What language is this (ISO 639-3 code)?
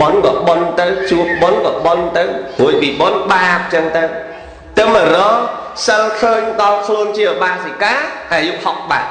khm